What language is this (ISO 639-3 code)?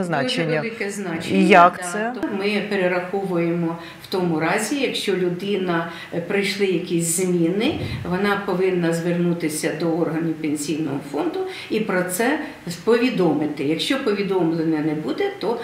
ukr